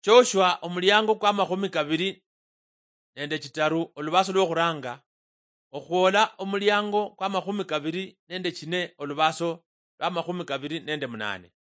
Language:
Luyia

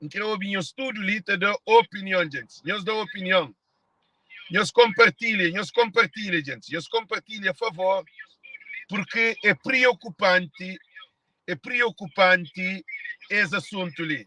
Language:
Kabuverdianu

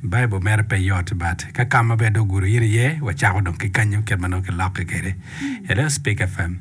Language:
Acoli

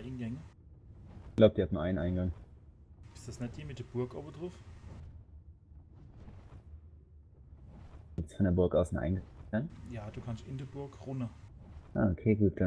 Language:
German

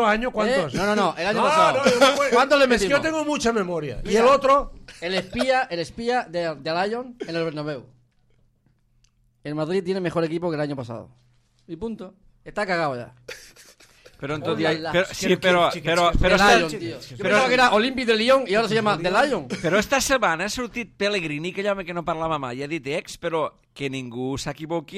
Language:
Catalan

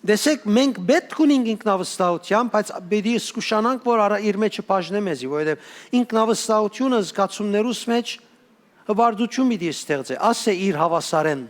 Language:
Western Armenian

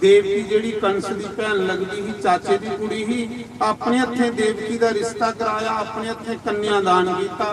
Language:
Dogri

